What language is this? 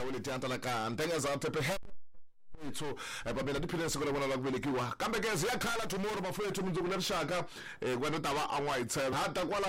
Tsonga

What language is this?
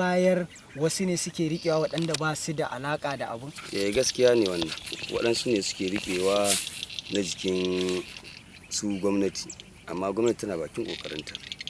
Hausa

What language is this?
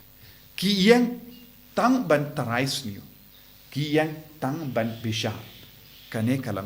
Khasi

